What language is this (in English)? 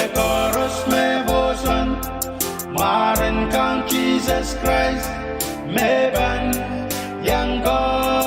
Pohnpeian